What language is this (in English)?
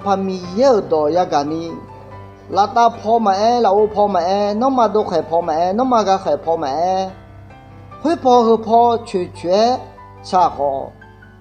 Akha